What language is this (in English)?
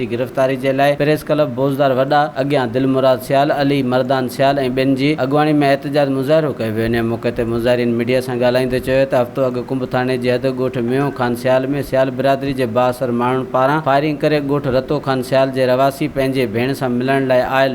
Sindhi